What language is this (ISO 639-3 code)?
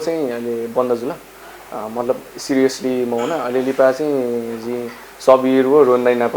new